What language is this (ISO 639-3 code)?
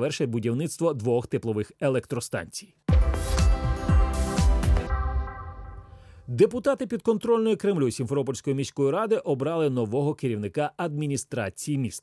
ukr